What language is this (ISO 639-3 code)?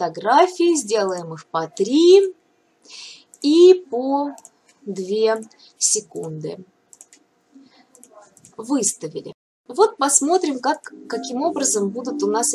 rus